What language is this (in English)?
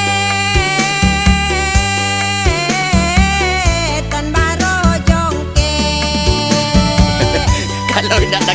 Minangkabau